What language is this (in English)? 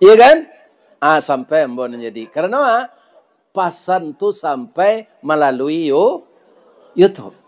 Minangkabau